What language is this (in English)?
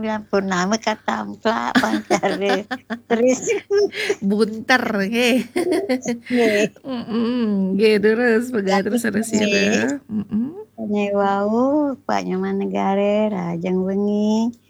Balinese